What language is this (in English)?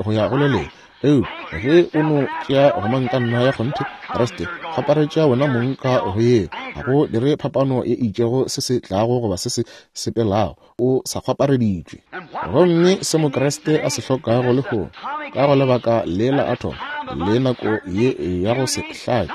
Northern Sotho